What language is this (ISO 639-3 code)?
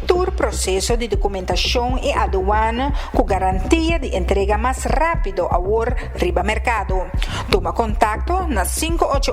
pap